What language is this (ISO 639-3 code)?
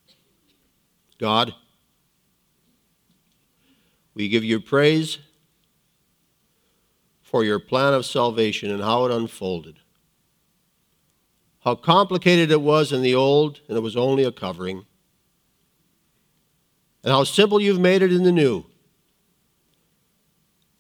eng